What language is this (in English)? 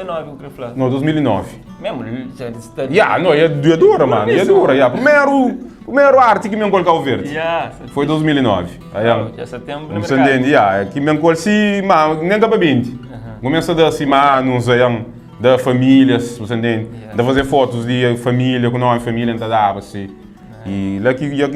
Kabuverdianu